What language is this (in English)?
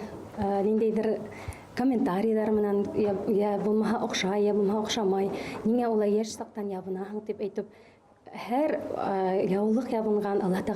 Bashkir